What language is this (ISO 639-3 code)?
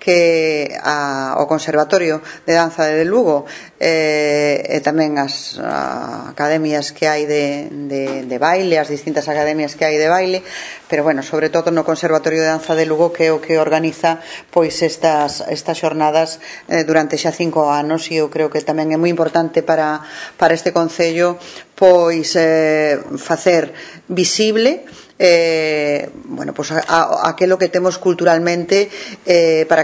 glg